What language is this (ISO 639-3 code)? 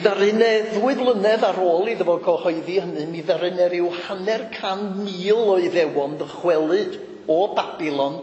cym